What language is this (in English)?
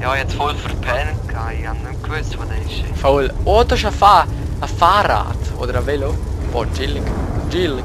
Swiss German